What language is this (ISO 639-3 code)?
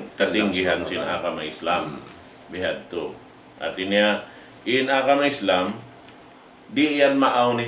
tsg